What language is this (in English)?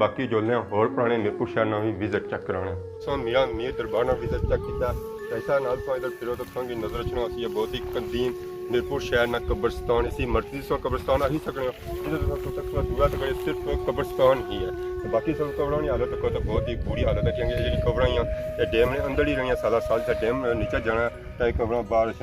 Pahari-Potwari